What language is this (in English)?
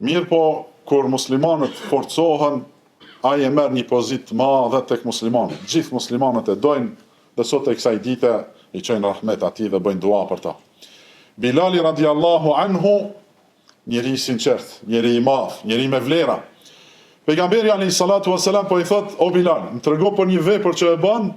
Albanian